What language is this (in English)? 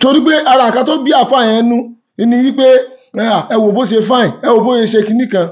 Yoruba